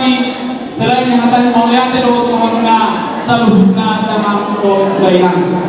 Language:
Batak Toba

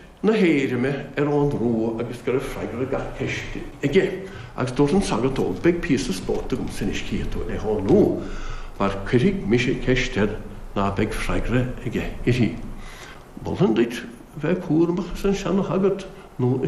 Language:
Irish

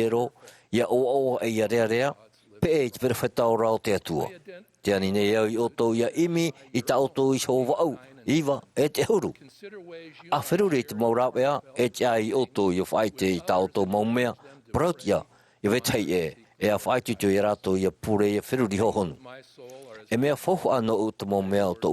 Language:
Tahitian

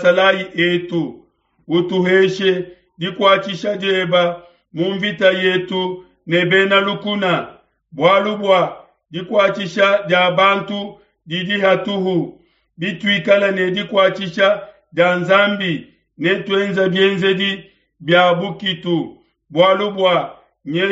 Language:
Luba-Lulua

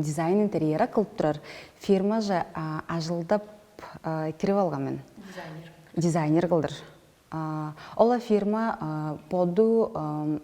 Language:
Tuvinian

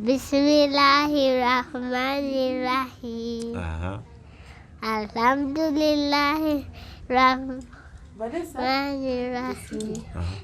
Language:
Ganda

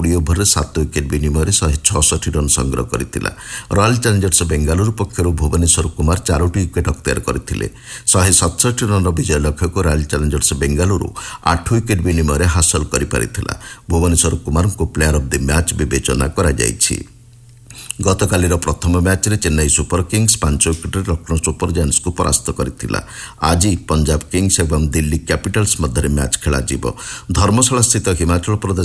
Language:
Odia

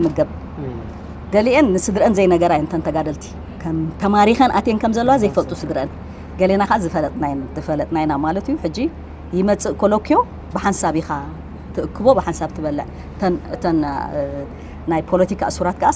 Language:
Tigrinya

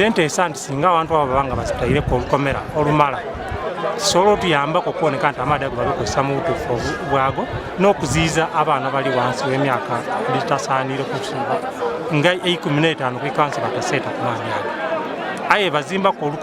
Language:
Ganda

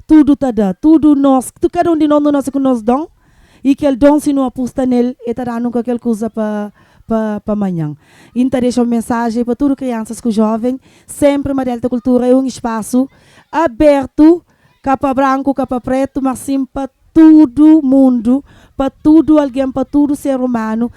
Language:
Kabuverdianu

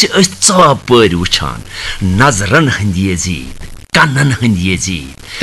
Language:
Kashmiri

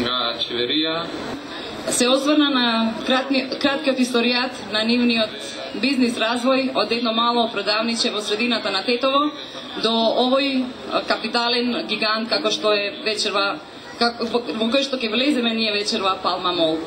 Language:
Macedonian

